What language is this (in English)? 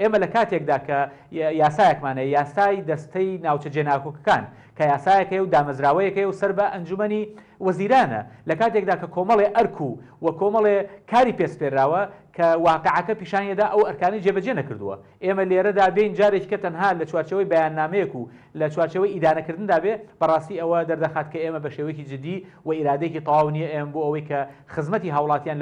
Central Kurdish